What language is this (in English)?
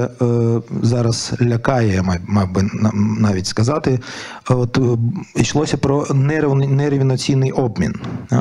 Ukrainian